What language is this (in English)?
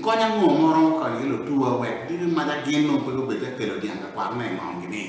Acoli